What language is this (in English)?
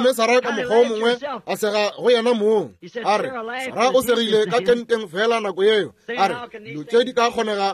Northern Sotho